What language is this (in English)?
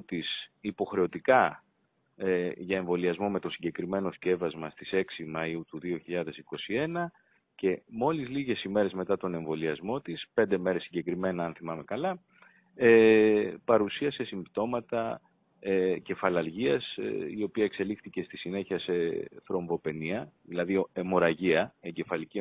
Greek